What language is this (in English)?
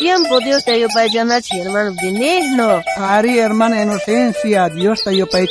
South Bolivian Quechua